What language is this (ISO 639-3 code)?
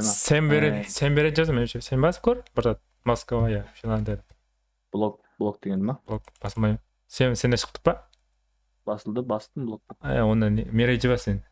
kaa